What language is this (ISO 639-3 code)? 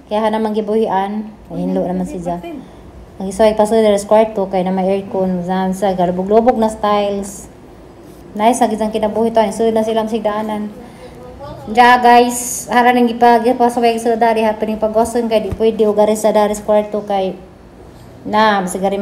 ceb